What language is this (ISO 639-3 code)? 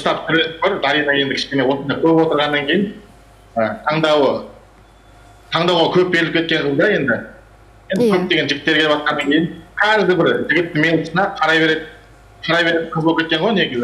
kaz